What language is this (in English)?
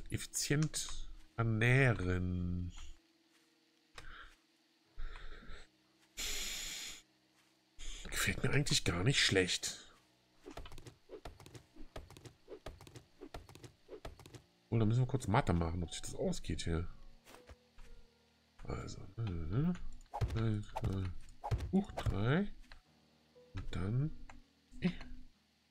German